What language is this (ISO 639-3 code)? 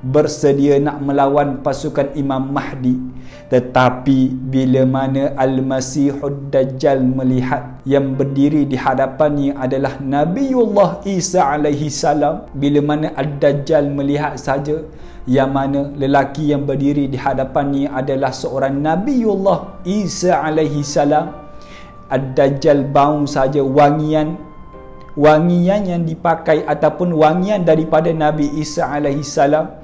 msa